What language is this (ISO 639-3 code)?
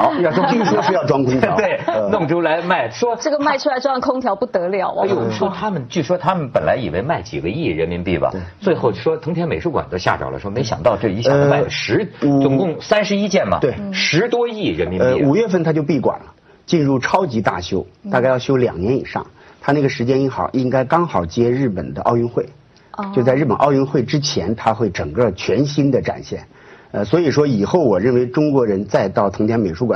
zho